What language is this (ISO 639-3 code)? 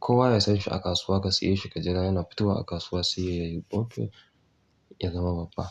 hau